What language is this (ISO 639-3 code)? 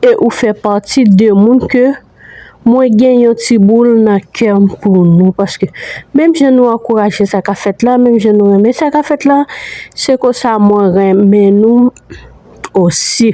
hat